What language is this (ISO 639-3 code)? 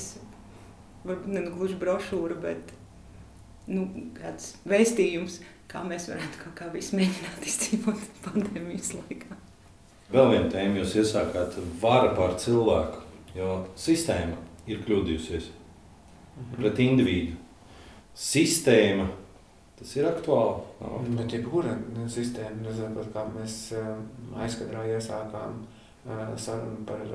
lav